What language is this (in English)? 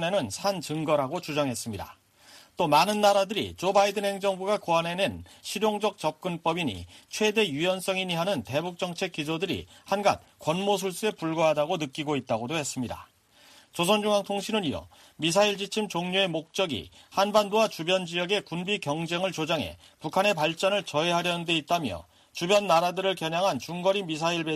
Korean